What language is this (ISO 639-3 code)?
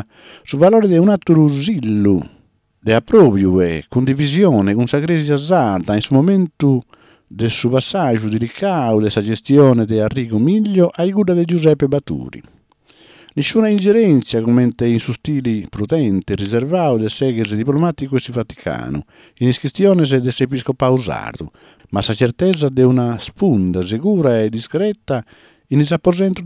srd